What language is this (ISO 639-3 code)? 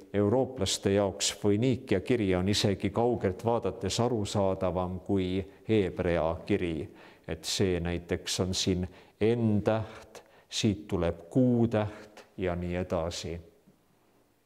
est